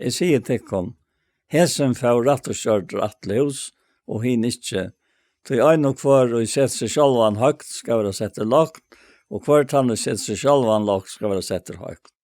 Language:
Faroese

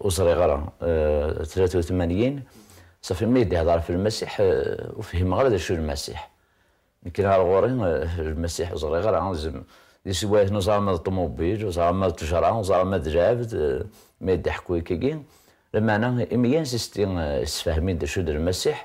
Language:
Kabyle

